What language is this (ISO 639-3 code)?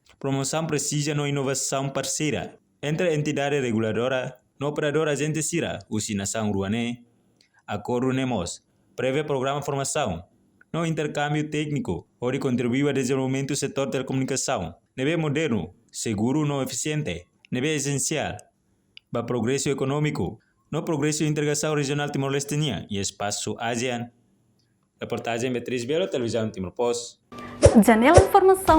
tet